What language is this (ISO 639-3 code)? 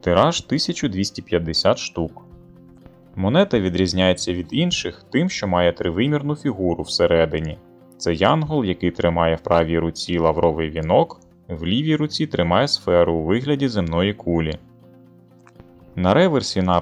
ukr